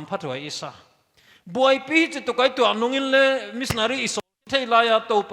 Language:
Paite Chin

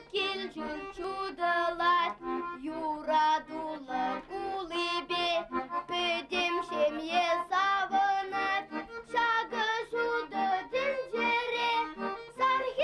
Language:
Chuvash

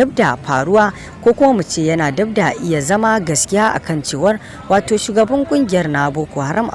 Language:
Hausa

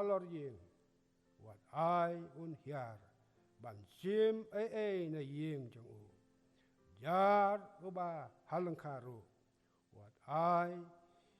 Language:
Khasi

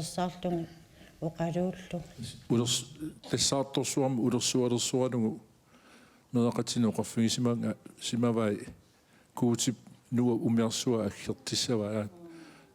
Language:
Kalaallisut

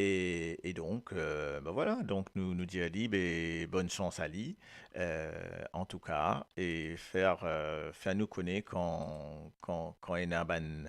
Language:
Morisyen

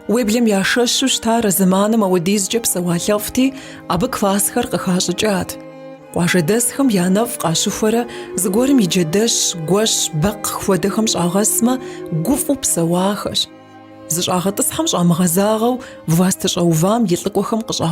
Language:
Kabardian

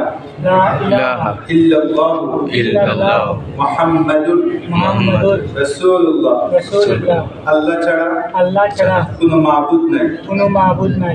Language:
Sylheti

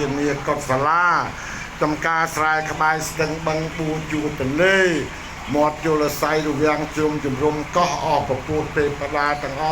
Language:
Khmer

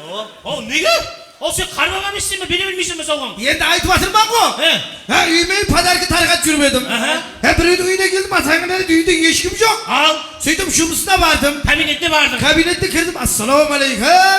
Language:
Kara-Kalpak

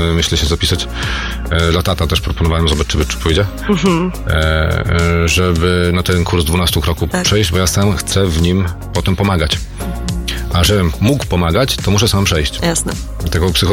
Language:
Polish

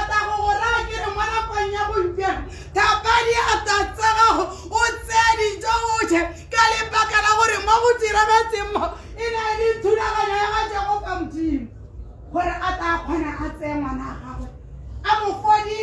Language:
Tswana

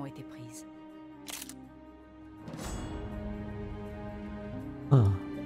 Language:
French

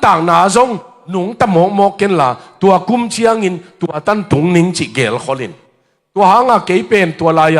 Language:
Tedim Chin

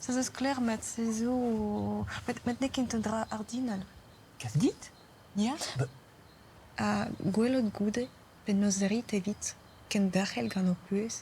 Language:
Breton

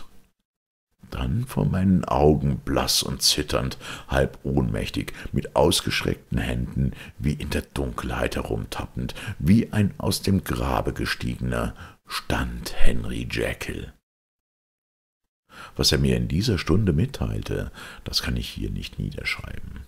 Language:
German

